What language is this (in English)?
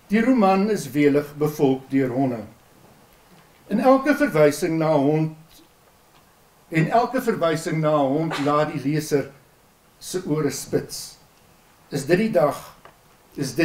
Afrikaans